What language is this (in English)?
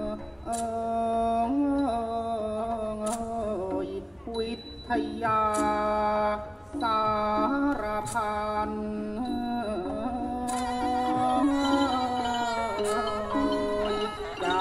Thai